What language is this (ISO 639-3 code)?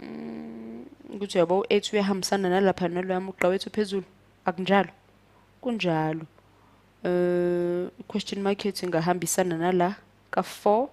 zul